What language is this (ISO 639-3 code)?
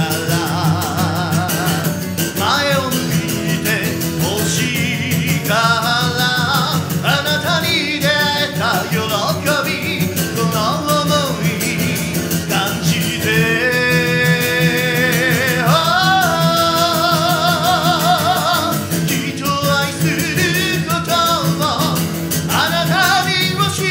jpn